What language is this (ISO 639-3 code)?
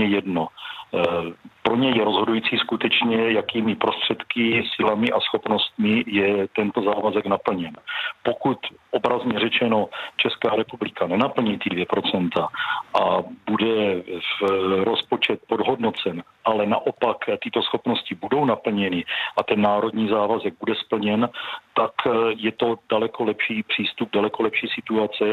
ces